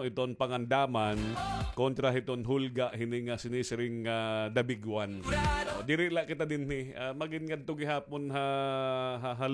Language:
Waray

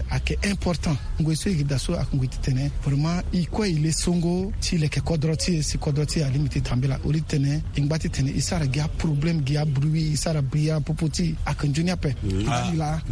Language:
Sango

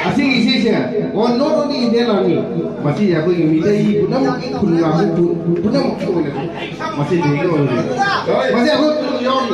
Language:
Manipuri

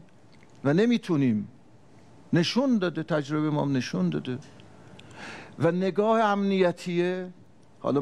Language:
Persian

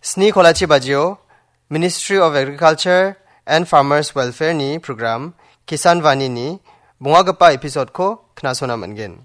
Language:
Garo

